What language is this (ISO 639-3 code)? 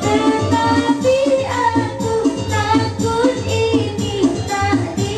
min